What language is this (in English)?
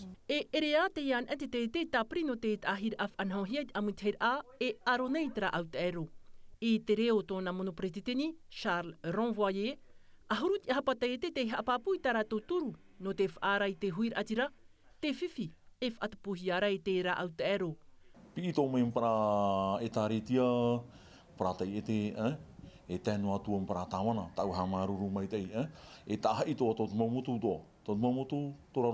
Tahitian